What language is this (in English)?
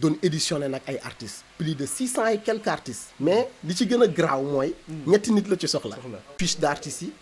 Wolof